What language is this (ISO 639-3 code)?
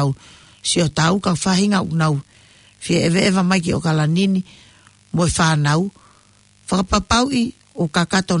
ton